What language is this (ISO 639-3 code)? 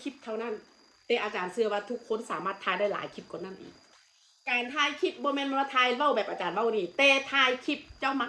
tts